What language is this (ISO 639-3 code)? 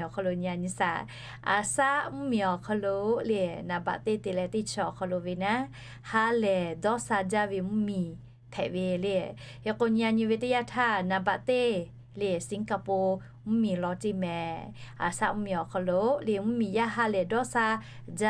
lhu